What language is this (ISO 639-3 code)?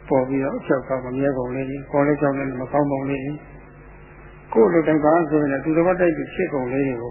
mya